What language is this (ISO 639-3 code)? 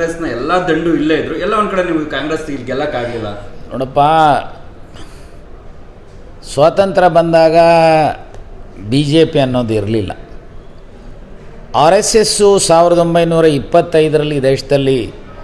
kan